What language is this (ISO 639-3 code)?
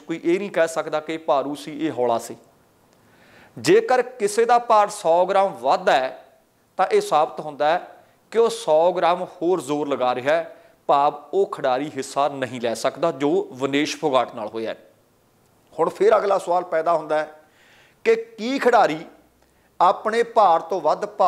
pan